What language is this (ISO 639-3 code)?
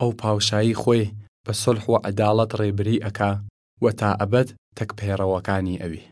sdh